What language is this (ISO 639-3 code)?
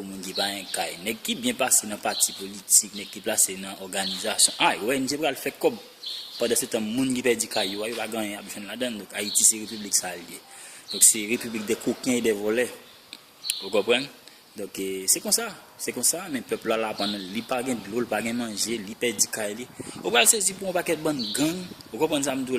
hat